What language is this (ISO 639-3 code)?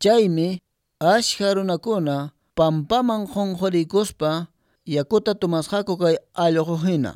que